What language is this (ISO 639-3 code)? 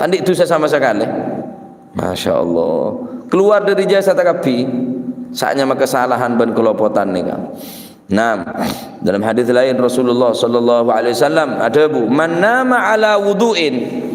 mad